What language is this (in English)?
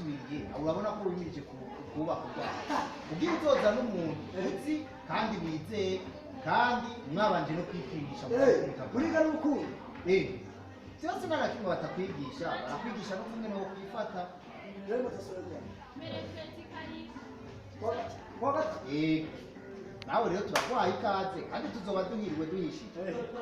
Rundi